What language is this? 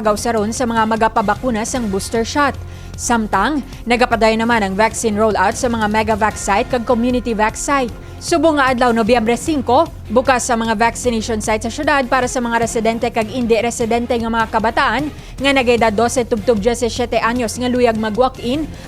Hiligaynon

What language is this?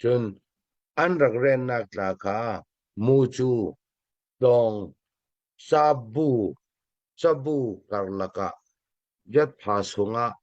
Falam Chin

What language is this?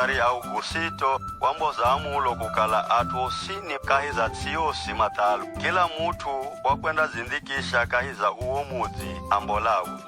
Giryama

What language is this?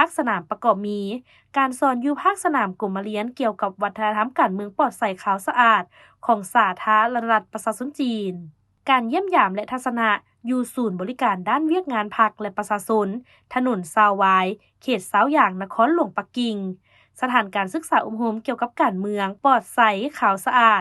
Lao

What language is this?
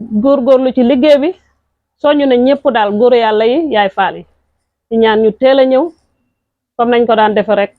Wolof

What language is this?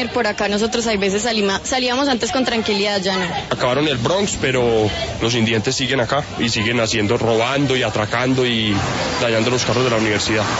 Spanish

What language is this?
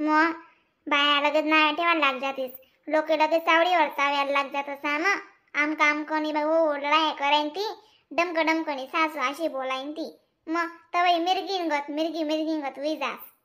Khandesi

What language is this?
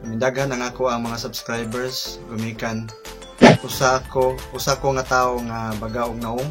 Cebuano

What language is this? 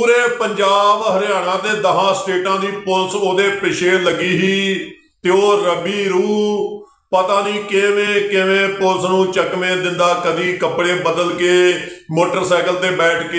Punjabi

